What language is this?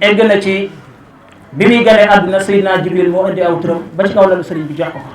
Wolof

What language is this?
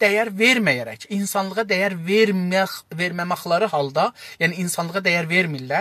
South Azerbaijani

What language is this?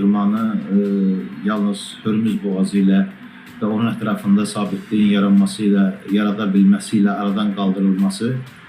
Azerbaijani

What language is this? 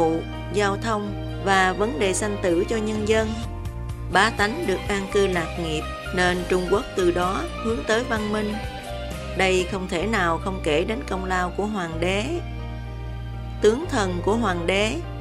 Vietnamese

